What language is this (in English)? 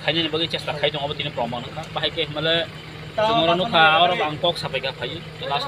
Kok Borok